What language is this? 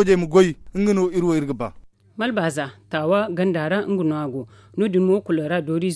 Zarma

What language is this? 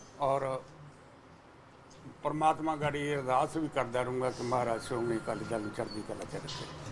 Punjabi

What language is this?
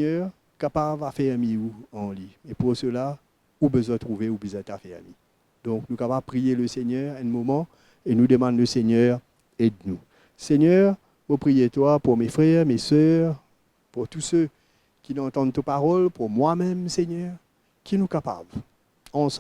Morisyen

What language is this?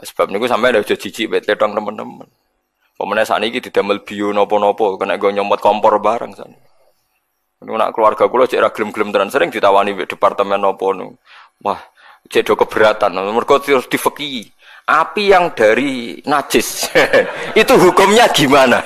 Javanese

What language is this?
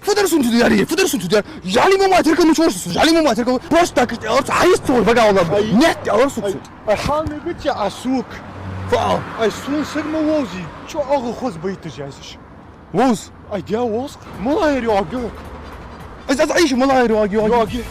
Ingush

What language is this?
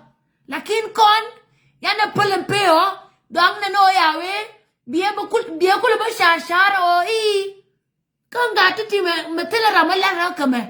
Nuer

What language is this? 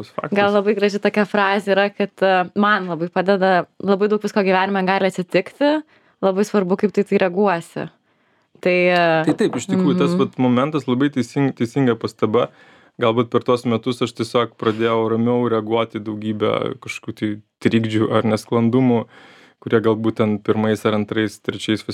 Lithuanian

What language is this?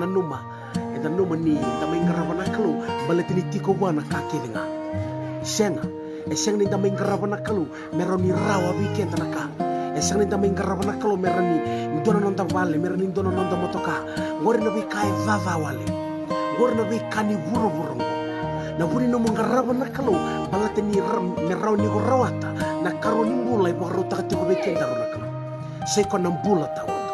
Fijian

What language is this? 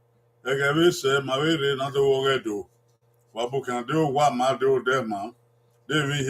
Bini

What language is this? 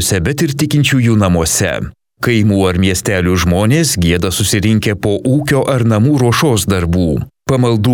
Lithuanian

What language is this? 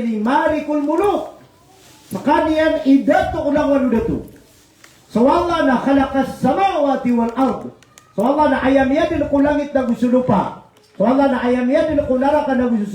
Maranao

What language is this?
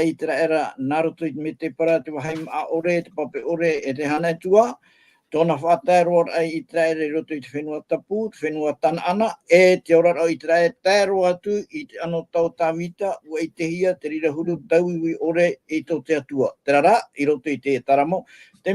Tahitian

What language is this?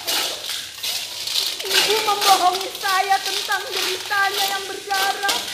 Indonesian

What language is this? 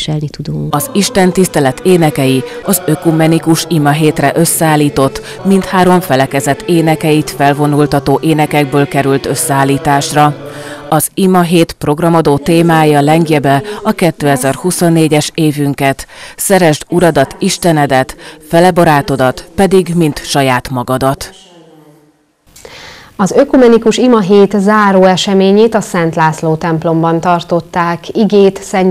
Hungarian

